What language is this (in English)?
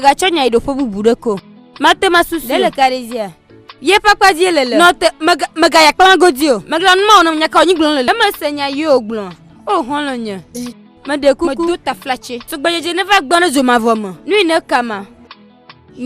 Ewe